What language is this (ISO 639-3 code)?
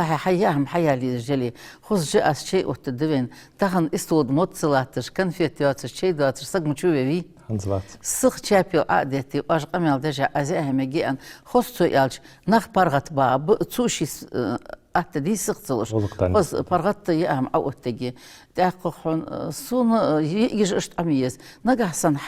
inh